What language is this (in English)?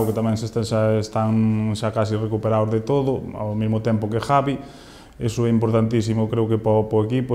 Galician